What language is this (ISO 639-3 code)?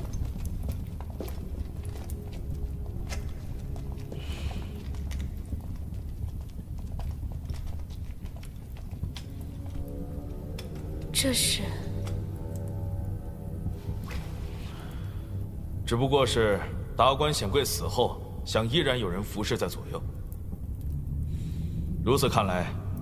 zho